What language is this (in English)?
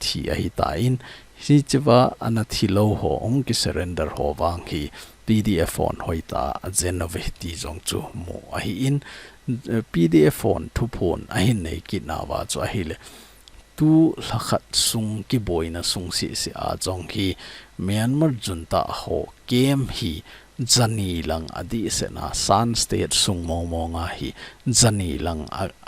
Thado Chin